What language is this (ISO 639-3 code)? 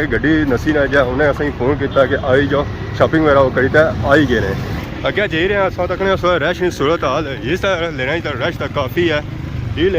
phr